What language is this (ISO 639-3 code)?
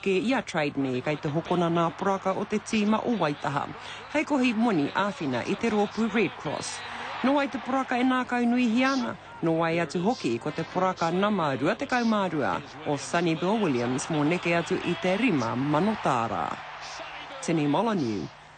mri